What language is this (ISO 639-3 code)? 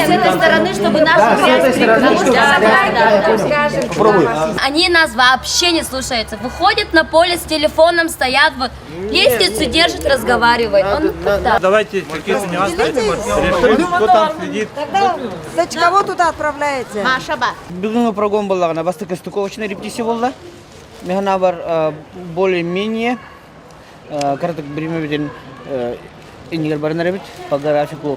sah